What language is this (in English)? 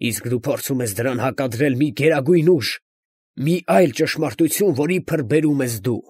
Armenian